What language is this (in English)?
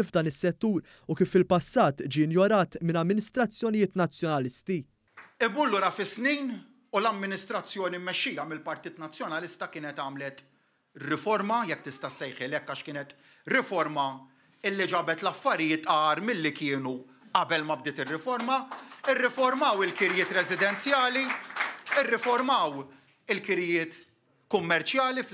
Maltese